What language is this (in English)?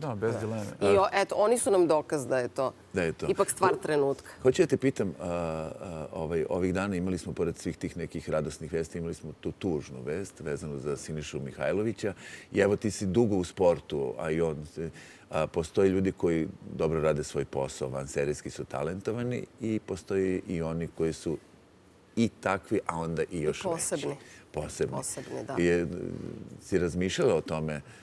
Serbian